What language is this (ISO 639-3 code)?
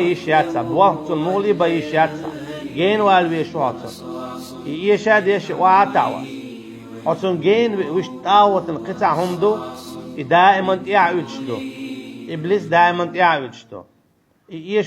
che